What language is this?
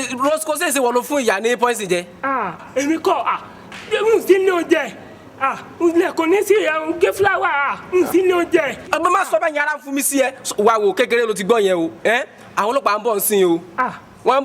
Yoruba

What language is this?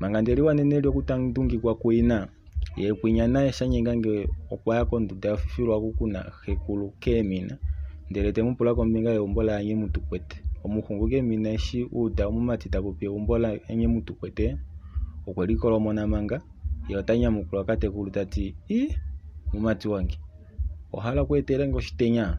Kuanyama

